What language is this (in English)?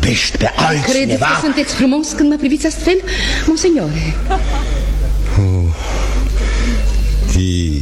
Romanian